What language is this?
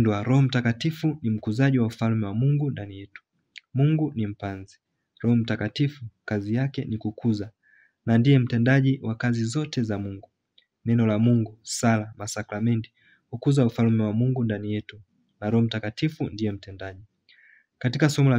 Swahili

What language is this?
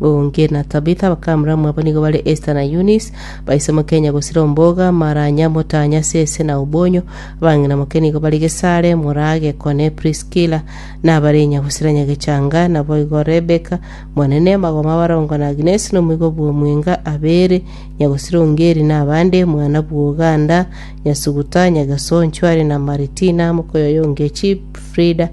Gusii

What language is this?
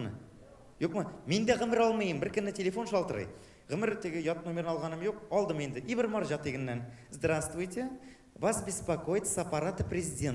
Tatar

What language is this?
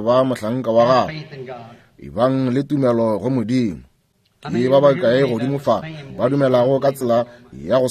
Northern Sotho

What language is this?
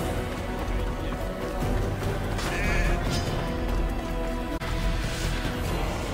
Italian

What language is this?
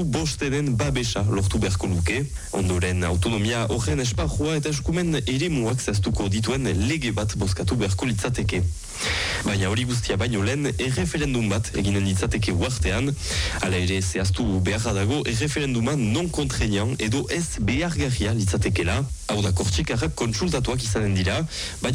Basque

